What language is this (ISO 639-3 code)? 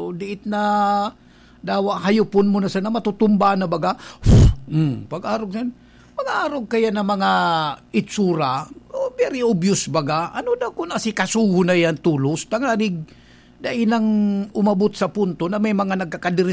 bik